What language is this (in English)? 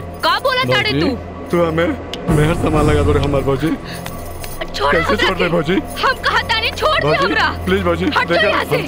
Bhojpuri